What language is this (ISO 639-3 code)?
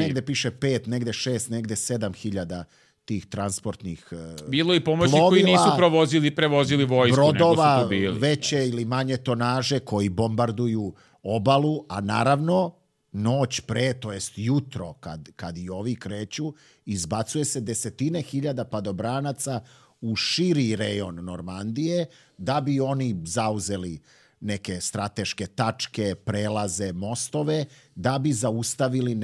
srp